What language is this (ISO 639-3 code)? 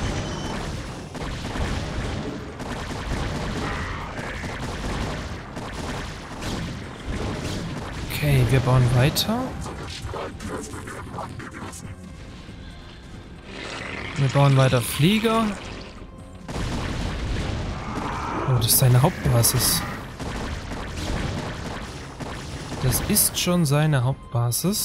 deu